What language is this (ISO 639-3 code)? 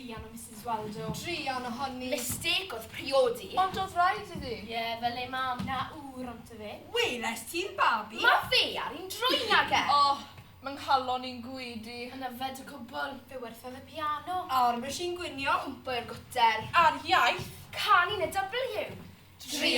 cym